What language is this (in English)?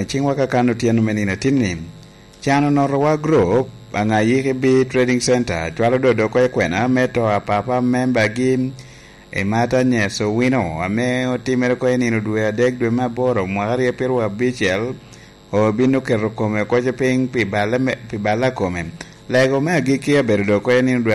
Lango (Uganda)